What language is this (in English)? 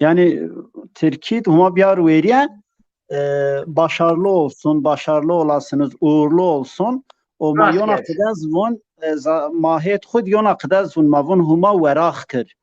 Zaza